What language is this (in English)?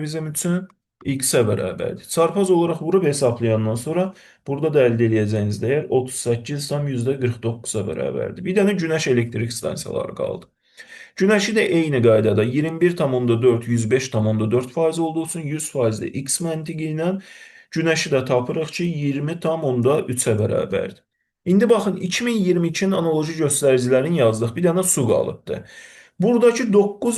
Azerbaijani